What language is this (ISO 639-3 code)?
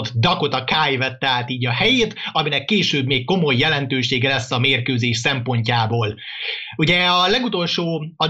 hun